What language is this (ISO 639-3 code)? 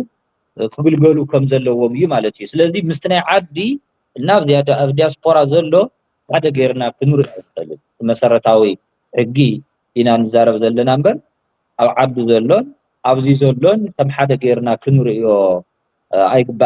tir